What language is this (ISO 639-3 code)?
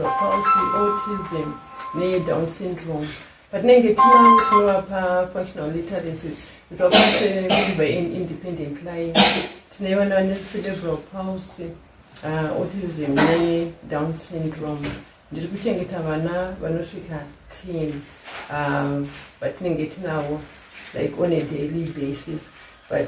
sna